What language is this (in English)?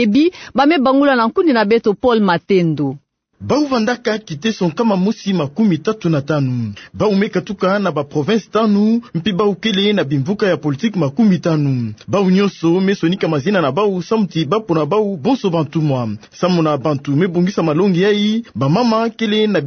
Kituba (Democratic Republic of Congo)